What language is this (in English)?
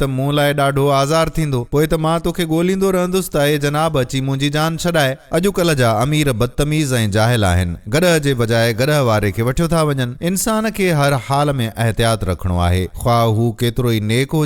Sindhi